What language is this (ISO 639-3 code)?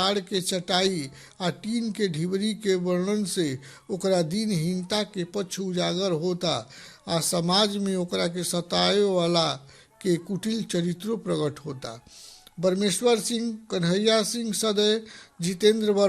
bho